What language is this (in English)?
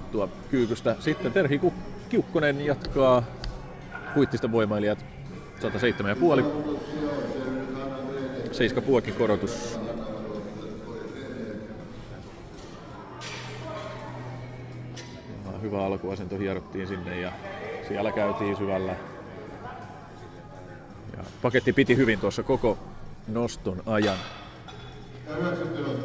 Finnish